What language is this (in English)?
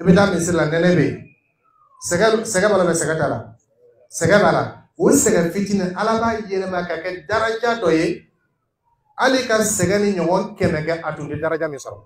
Dyula